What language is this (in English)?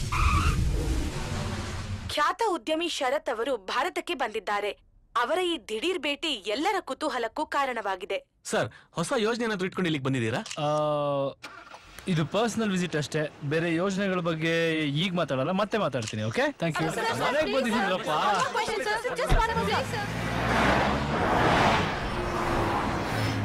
Kannada